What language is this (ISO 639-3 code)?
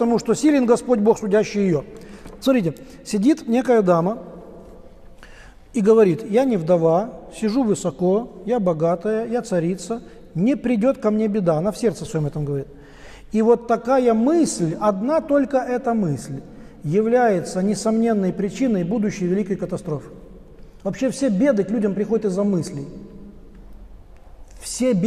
rus